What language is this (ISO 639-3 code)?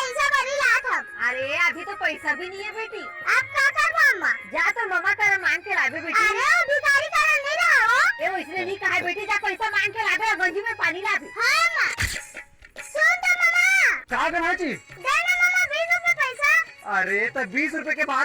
hne